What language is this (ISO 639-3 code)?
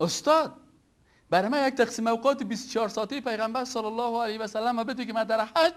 fas